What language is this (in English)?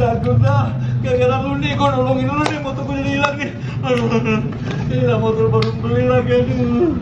Betawi